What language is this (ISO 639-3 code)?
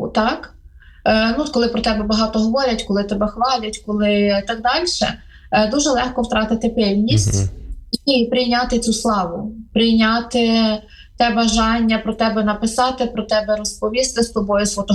ukr